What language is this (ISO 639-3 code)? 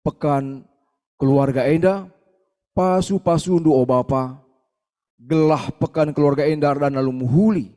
btx